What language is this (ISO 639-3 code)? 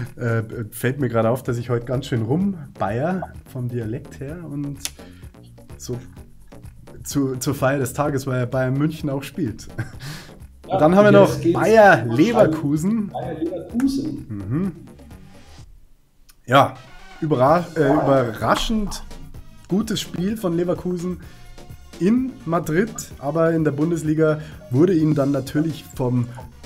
deu